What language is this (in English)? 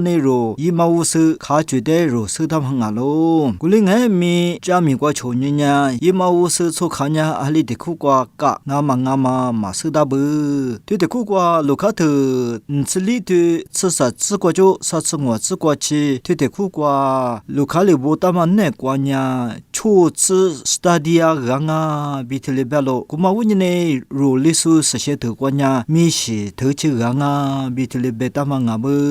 Lisu